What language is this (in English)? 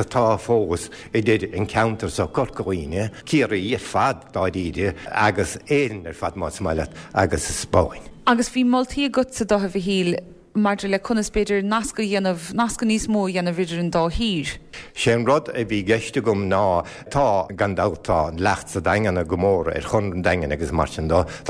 Irish